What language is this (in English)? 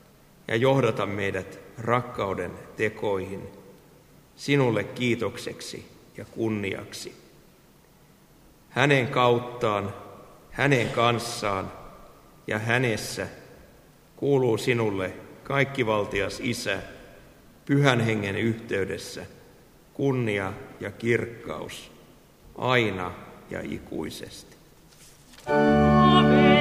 Finnish